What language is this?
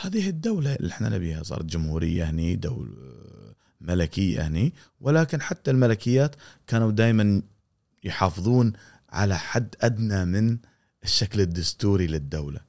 Gulf Arabic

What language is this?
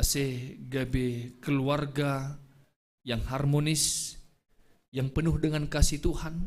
Batak Simalungun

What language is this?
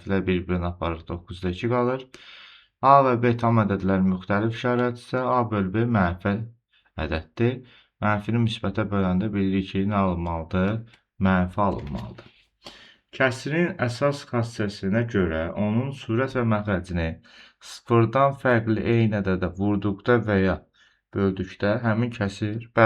Azerbaijani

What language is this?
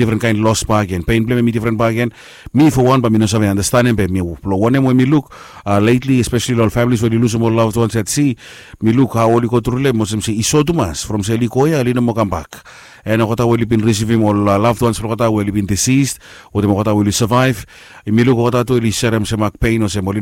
Bislama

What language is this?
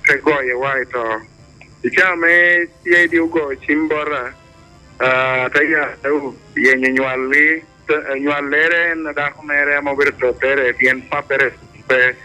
Acoli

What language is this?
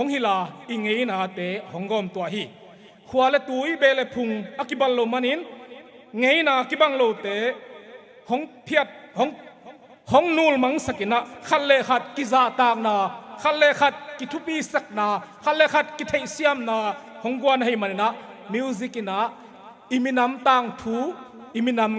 Tedim Chin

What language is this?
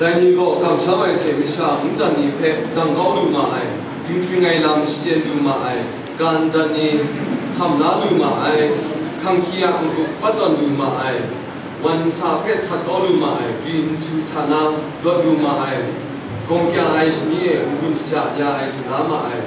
Kachin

